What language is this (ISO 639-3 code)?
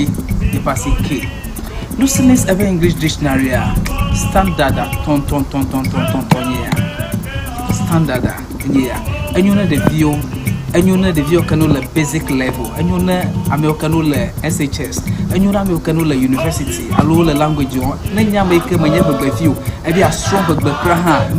ewe